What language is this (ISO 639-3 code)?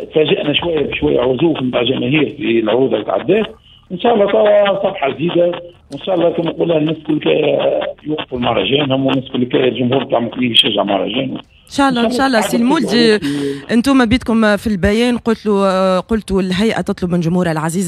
aeb